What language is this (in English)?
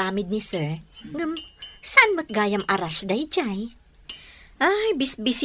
Iloko